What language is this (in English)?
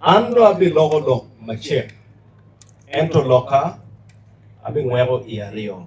Acoli